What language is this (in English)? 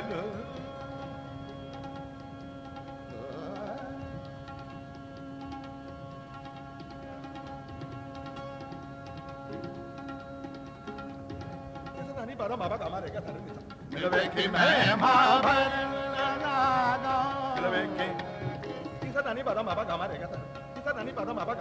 Punjabi